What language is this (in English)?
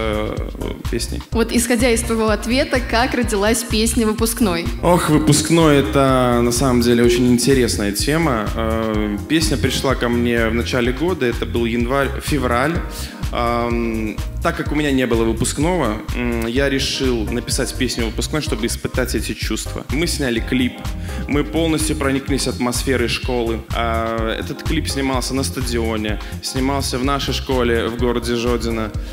Russian